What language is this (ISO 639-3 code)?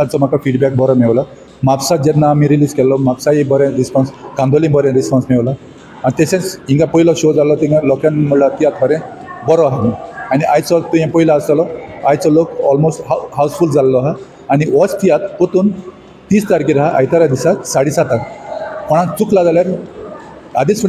kok